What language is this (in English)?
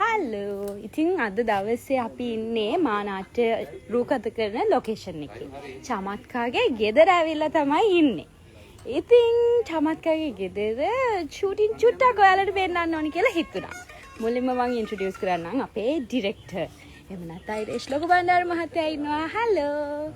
Sinhala